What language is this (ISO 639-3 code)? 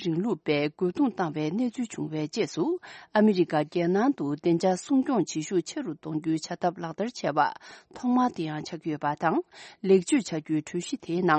bod